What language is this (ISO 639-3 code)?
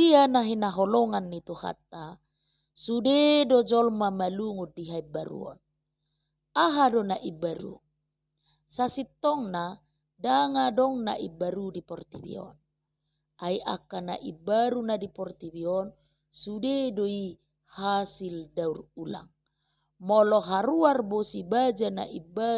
bbc